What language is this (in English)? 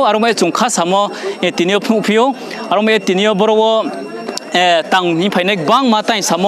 Riang (India)